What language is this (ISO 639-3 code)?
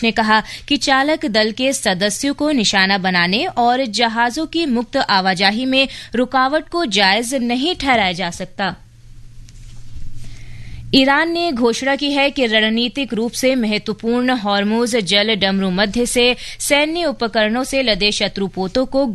hin